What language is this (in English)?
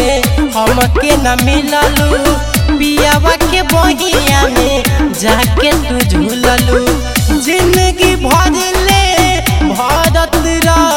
Bhojpuri